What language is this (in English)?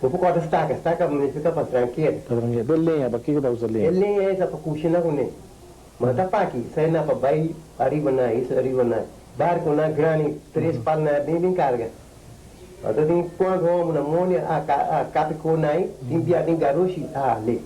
Papiamento